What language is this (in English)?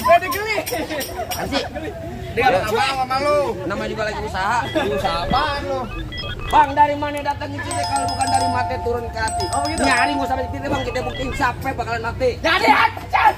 Betawi